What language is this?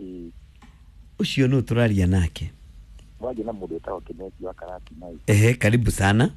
Kikuyu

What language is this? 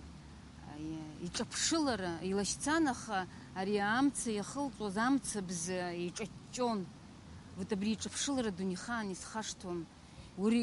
Abkhazian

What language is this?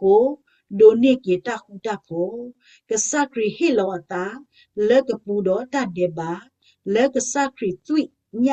S'gaw Karen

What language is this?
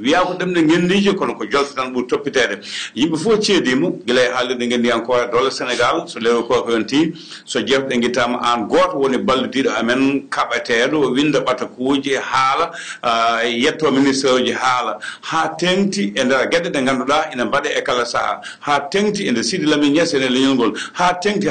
Fula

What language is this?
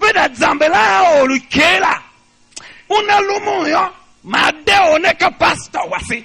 Tiv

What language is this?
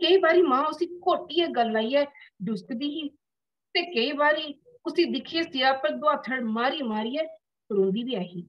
Dogri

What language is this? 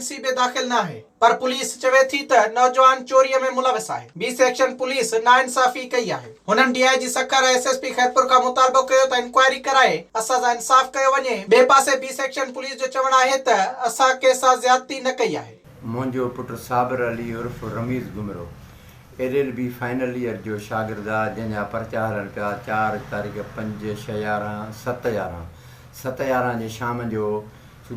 Sindhi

